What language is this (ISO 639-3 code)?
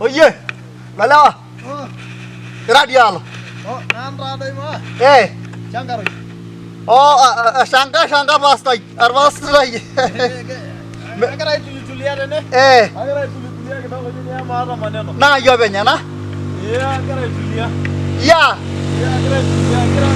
mas